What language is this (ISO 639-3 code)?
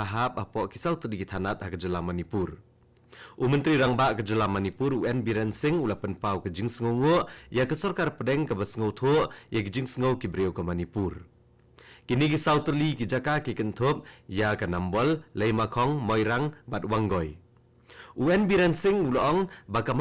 kha